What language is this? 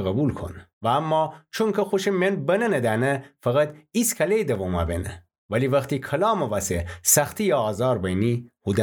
Gilaki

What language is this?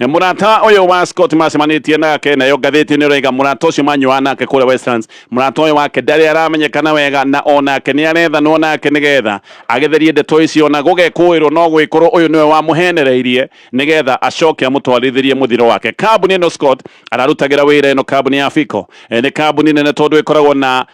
Kikuyu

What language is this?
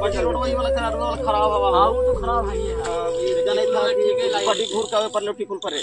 Magahi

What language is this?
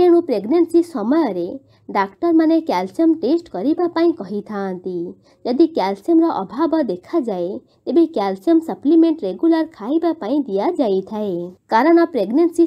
Odia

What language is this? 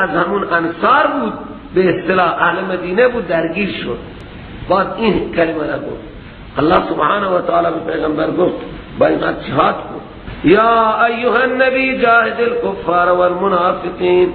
Persian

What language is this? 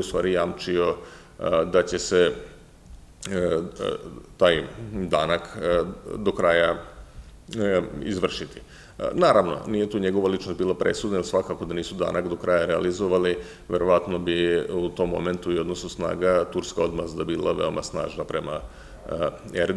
Serbian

